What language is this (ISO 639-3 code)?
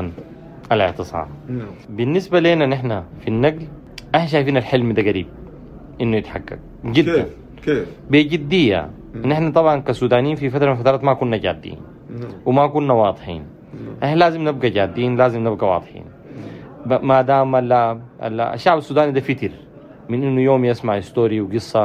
apd